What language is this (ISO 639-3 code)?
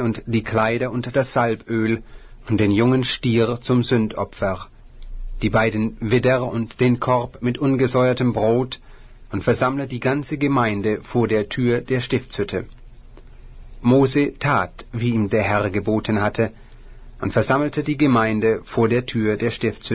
deu